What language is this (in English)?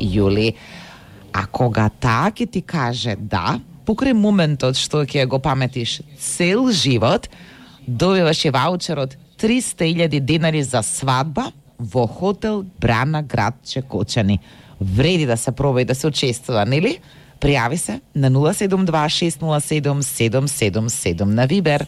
Macedonian